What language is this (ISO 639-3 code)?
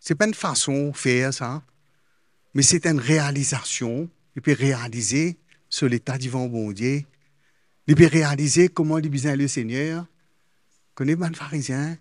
mfe